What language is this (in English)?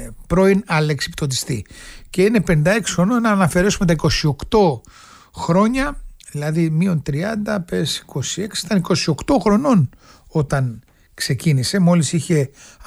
Greek